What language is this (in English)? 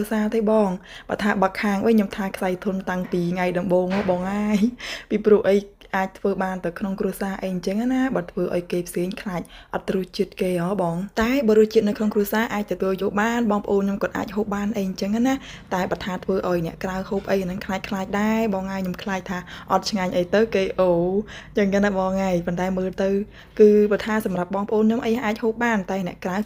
Khmer